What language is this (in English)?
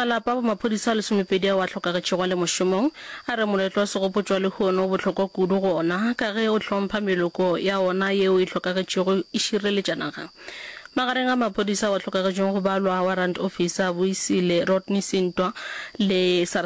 Northern Sotho